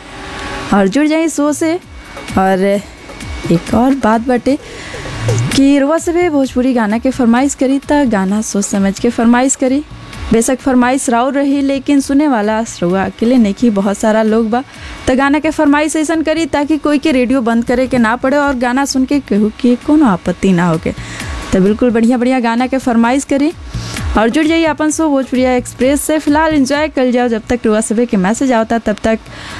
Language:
Bhojpuri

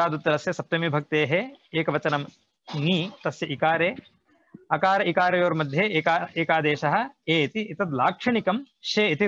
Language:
Sanskrit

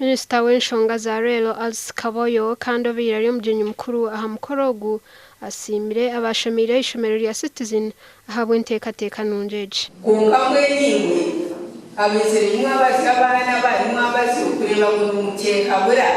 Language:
Nyankole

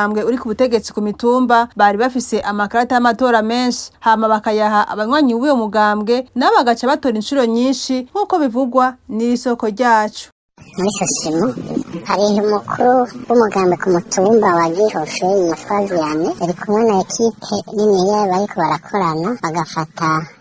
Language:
Rundi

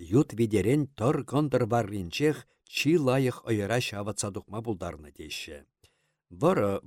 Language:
Chuvash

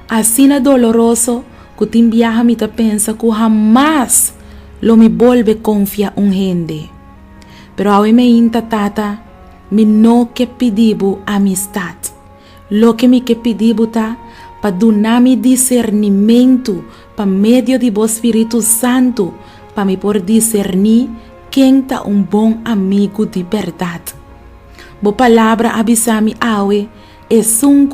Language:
Papiamento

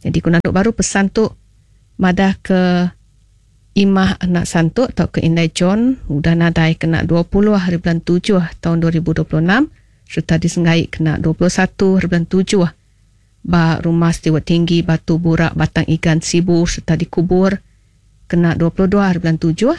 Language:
Iban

